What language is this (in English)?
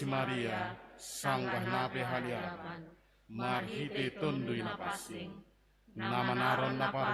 Batak Simalungun